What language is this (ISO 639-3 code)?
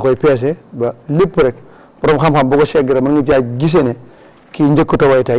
wol